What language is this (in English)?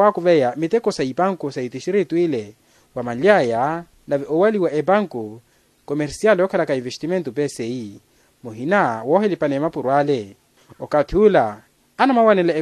Makhuwa